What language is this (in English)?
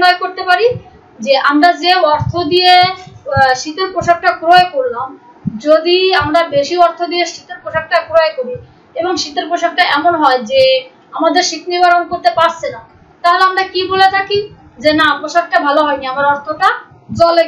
Bangla